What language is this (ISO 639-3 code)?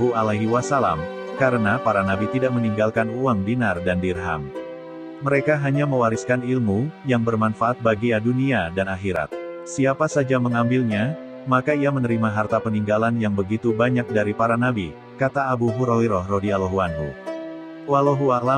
ind